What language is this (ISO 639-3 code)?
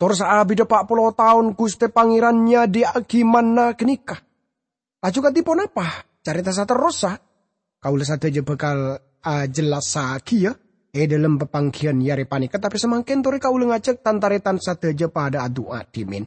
mad